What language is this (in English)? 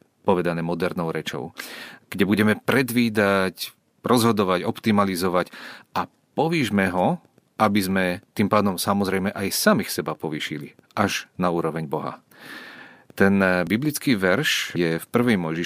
Slovak